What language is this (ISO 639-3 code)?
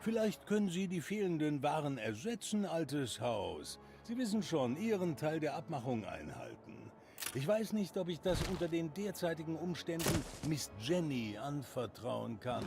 bar